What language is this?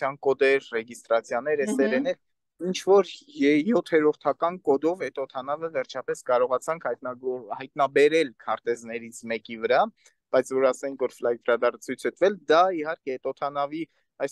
Armenian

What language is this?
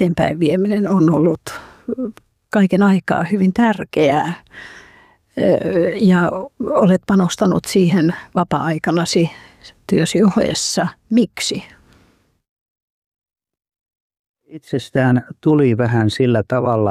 Finnish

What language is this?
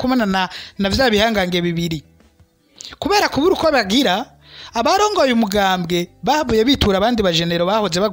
Rundi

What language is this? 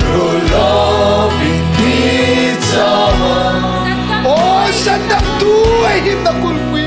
Hmar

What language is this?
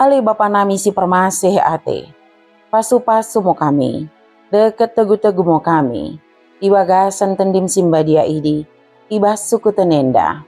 Batak Dairi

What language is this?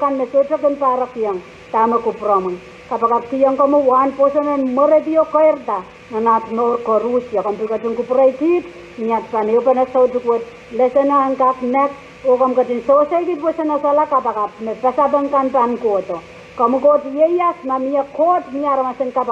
Pohnpeian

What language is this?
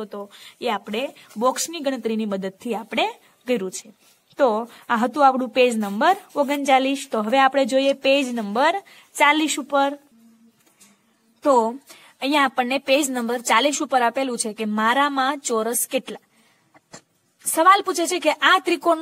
Gujarati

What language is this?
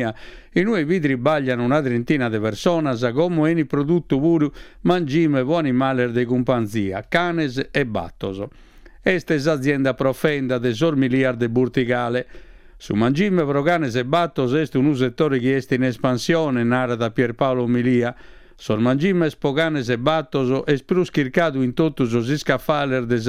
Sardinian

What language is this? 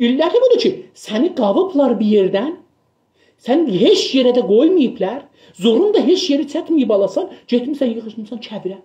South Azerbaijani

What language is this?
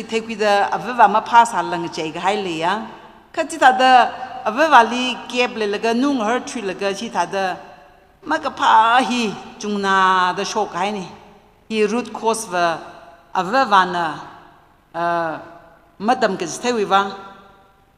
Tangkhul Naga (India)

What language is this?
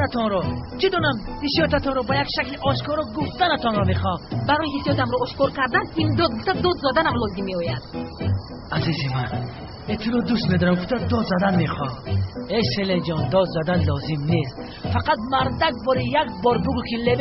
Tajik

